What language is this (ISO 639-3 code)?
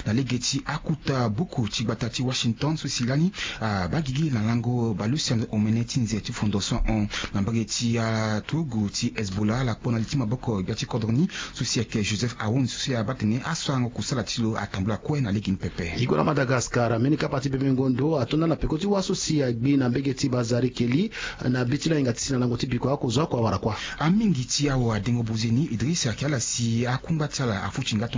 sag